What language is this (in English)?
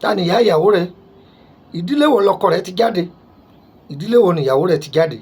Yoruba